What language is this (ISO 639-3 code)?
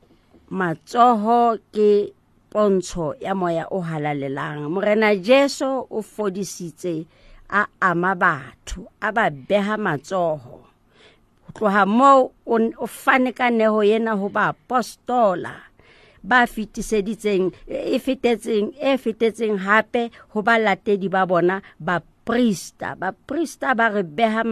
sot